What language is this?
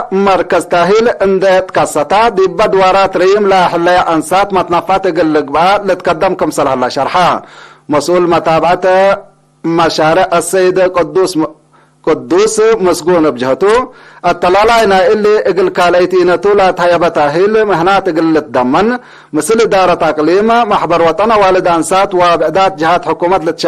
Tigre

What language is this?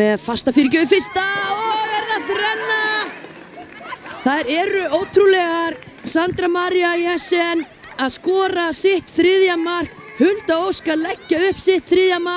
Icelandic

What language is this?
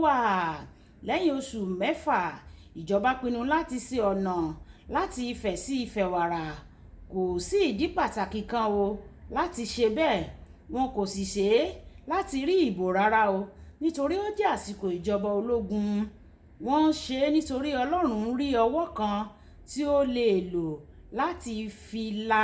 Yoruba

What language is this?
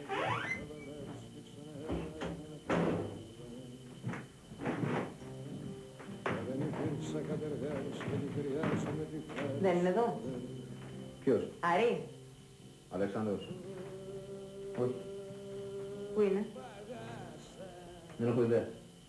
Greek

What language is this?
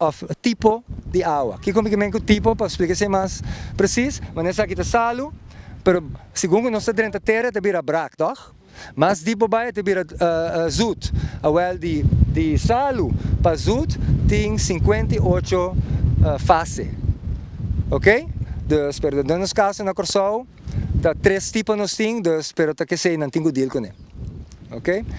Papiamento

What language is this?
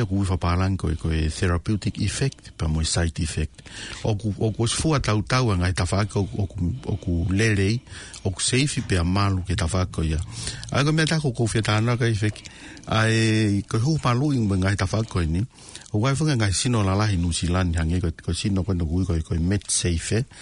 Tongan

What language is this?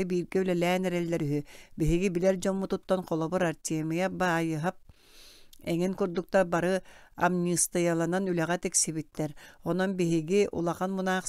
Yakut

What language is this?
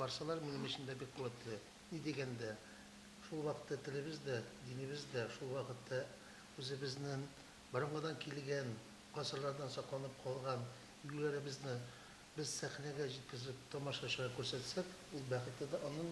Tatar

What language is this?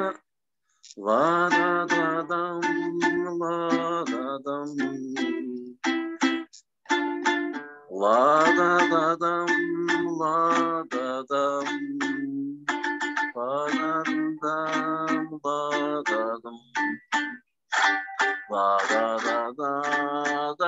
Kazakh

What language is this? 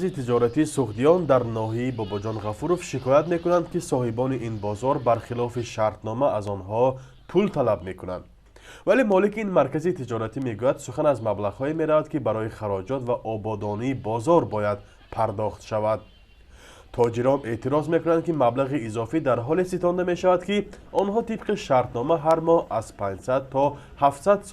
Tajik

